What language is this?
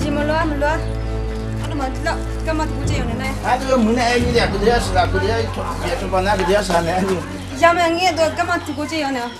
Akha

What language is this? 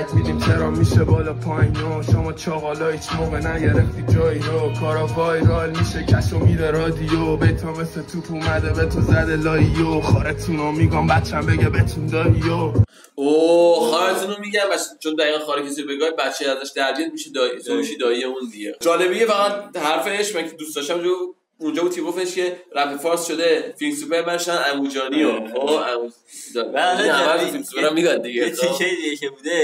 Persian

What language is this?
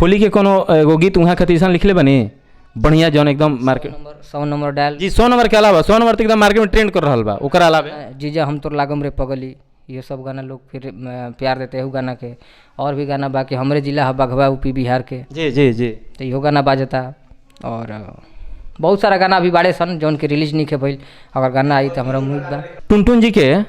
Bhojpuri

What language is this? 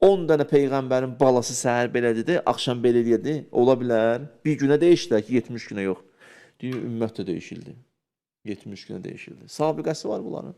Azerbaijani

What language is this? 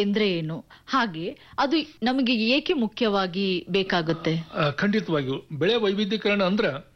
Kannada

